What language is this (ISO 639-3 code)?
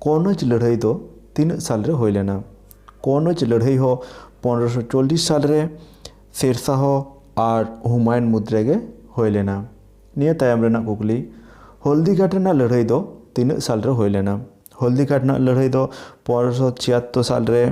sat